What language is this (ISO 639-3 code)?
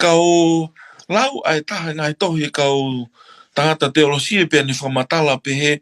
ton